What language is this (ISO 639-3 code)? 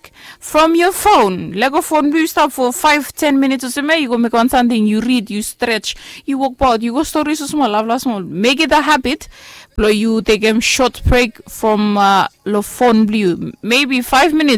bis